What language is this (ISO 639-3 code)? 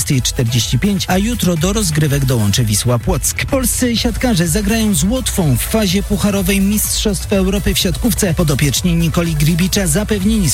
pol